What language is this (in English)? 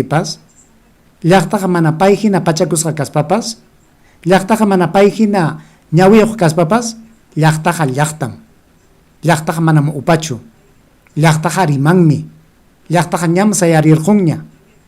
Ayacucho Quechua